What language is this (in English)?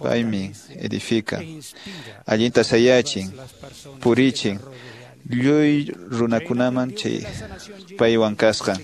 Quechua